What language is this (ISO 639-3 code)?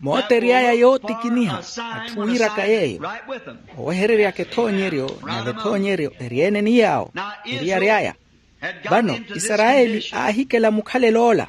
vmw